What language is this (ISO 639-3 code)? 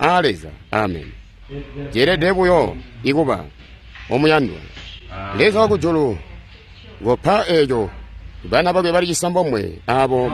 toi